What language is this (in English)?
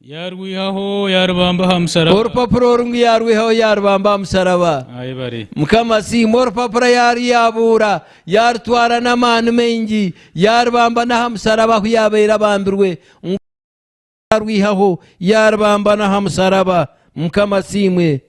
Nyankole